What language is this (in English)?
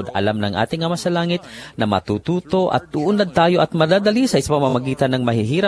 Filipino